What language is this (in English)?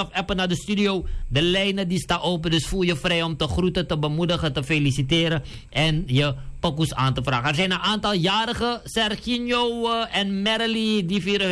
Dutch